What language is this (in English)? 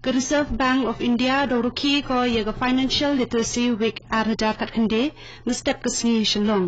Khasi